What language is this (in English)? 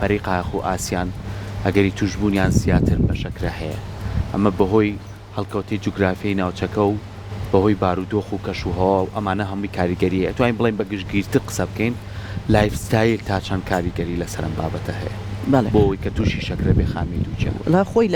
Central Kurdish